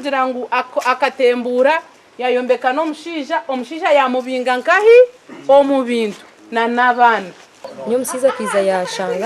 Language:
Nyankole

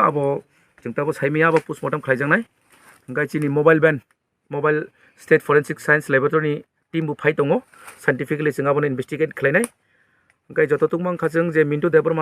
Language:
Kok Borok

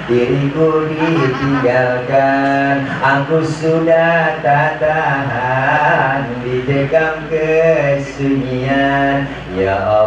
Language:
Betawi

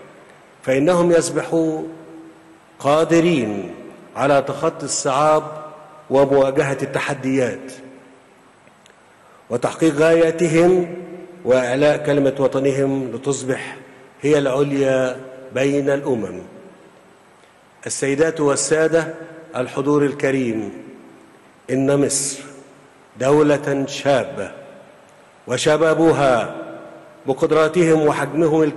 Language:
Arabic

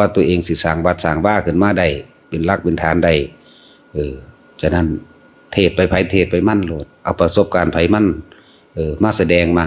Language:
Northeastern Thai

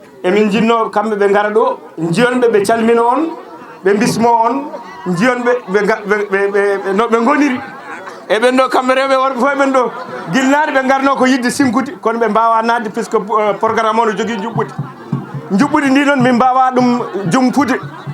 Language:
Fula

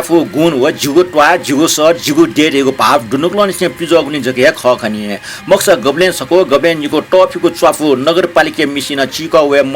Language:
Newari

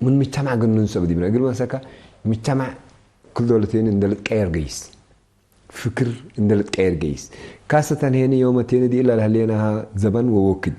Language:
Tigre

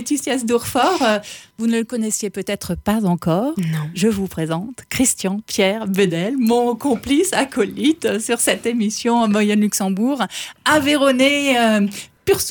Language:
French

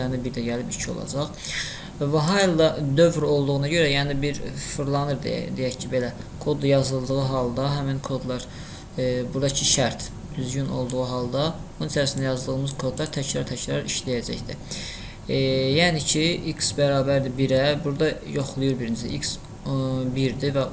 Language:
Azerbaijani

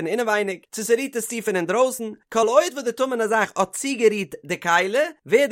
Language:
Yiddish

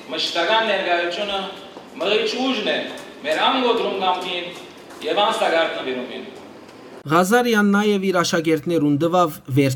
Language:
Western Armenian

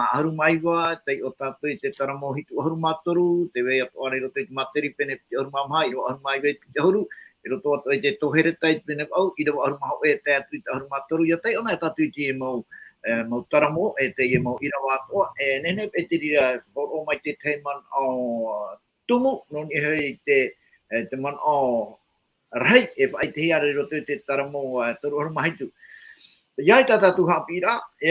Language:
Tahitian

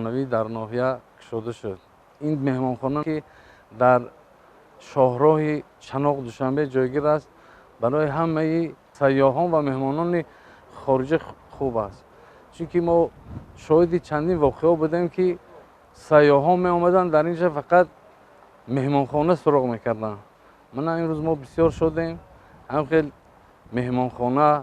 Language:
Tajik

